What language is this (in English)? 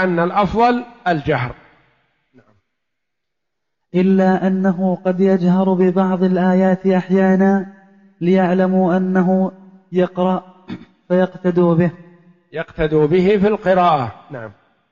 Arabic